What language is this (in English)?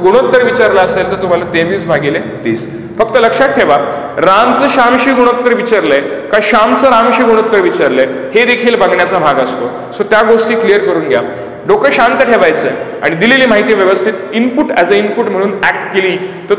Marathi